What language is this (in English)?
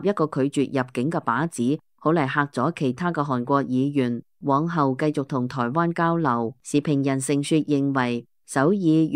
Cantonese